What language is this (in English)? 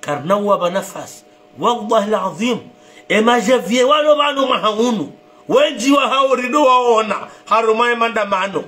Ngazidja Comorian